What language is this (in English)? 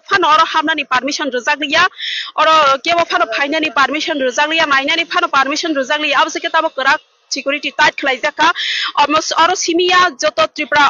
Kok Borok